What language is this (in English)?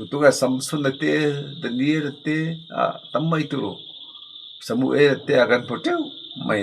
Mizo